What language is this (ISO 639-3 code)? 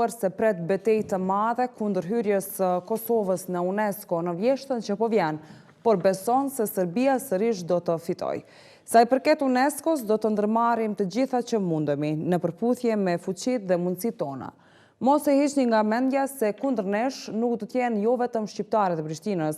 sqi